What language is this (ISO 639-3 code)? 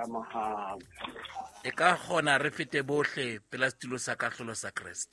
sot